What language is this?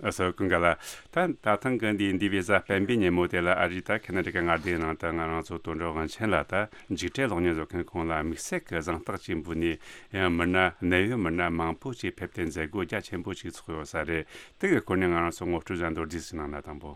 Tibetan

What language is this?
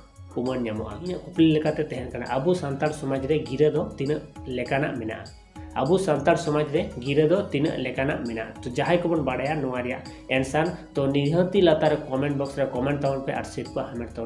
Santali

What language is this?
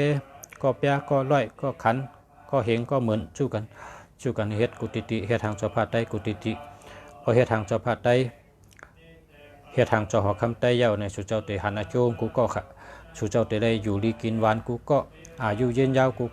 Shan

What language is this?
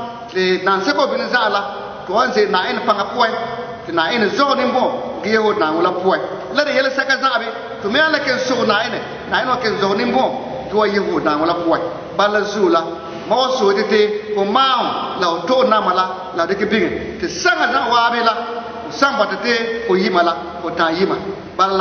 Frafra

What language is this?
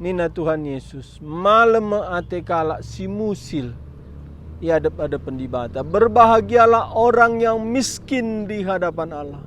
Batak Karo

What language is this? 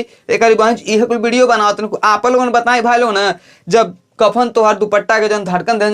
Bhojpuri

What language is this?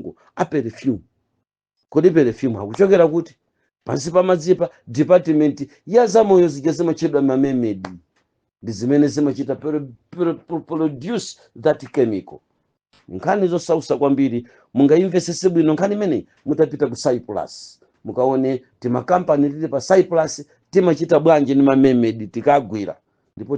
Nyanja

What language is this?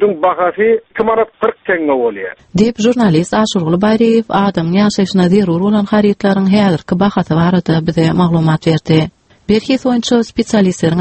Turkmen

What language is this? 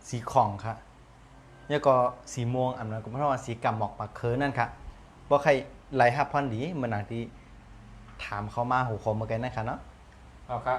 Shan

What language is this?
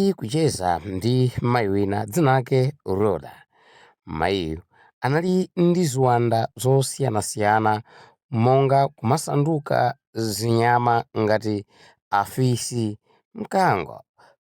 Nyanja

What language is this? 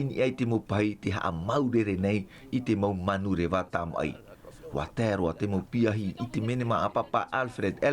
Tahitian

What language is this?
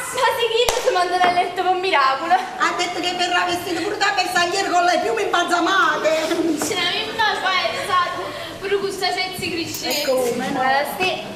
Neapolitan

